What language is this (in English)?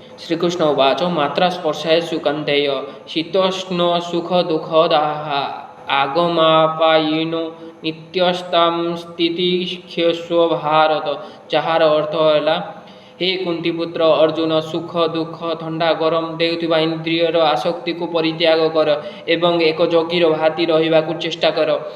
Odia